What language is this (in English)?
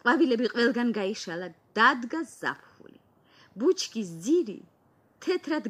Georgian